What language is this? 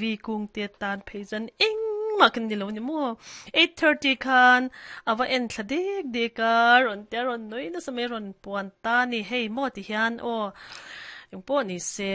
Mizo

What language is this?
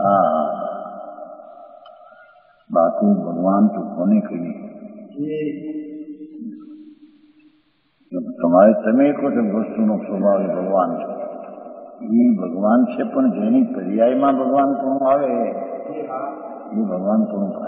Gujarati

